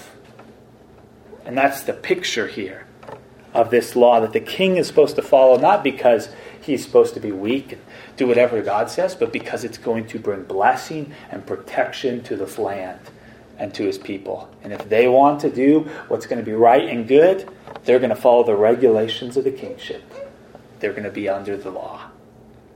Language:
English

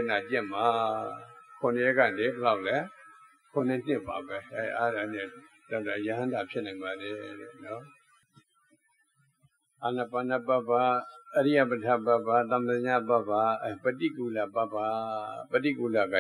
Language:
Burmese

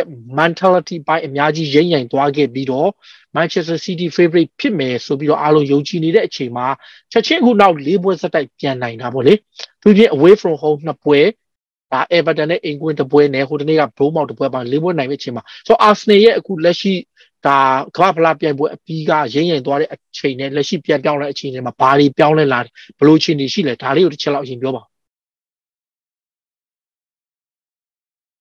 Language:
Burmese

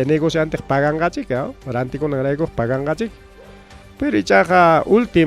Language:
Ayacucho Quechua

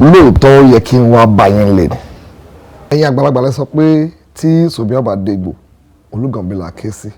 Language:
Yoruba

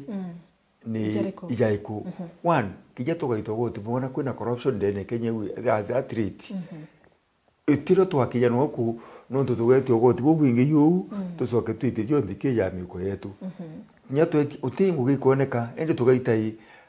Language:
Meru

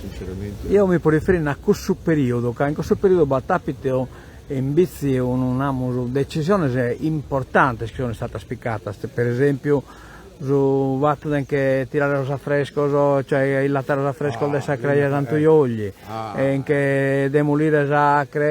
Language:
Sardinian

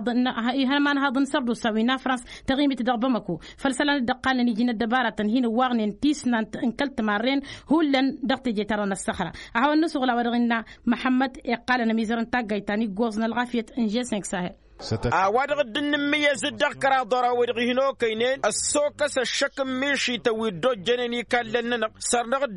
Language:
Tamasheq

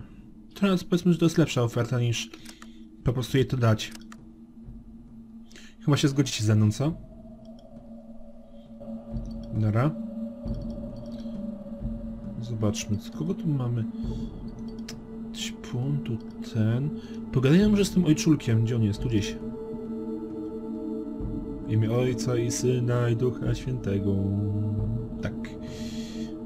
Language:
Polish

